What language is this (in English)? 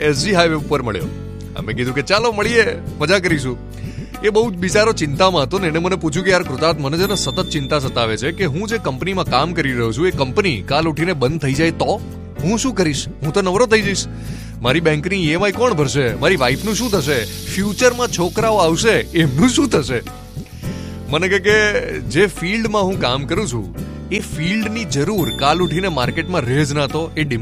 Gujarati